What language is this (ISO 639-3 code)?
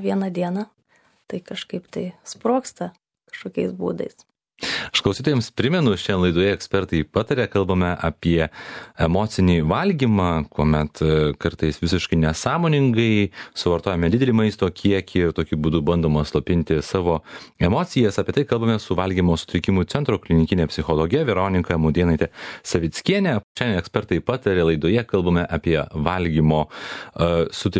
lit